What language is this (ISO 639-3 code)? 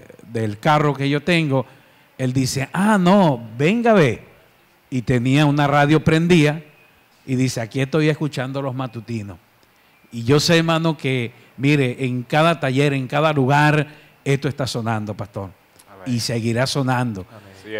spa